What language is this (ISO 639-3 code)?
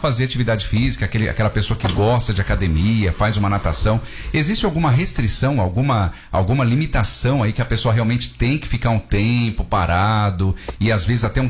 por